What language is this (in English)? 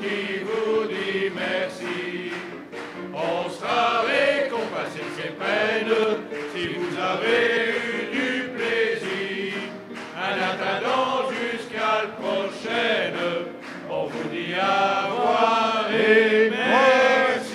Picard